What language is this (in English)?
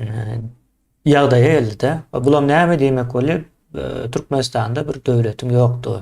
Turkmen